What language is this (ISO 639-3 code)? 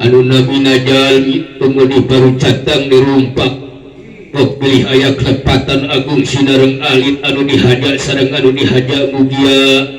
sun